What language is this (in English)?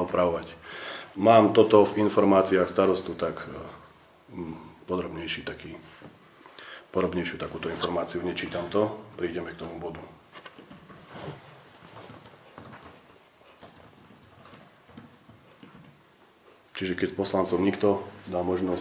Slovak